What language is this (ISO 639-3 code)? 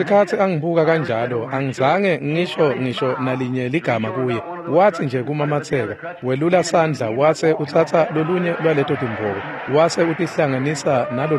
ssw